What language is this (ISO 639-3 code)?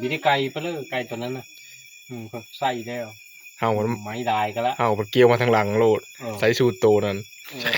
tts